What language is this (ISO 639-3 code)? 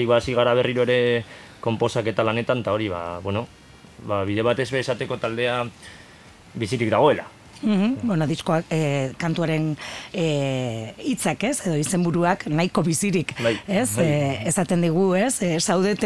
eus